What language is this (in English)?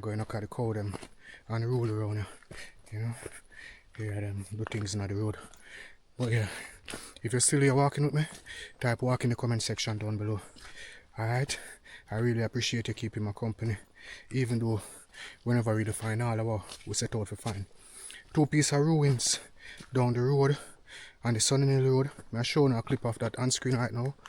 Jamaican Creole English